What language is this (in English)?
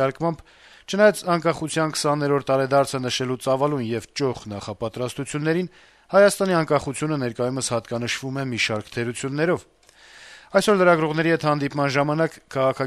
Armenian